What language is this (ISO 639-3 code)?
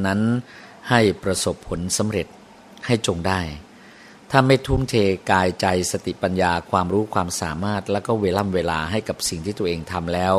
tha